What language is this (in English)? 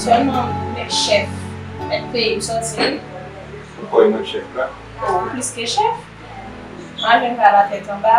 Haitian Creole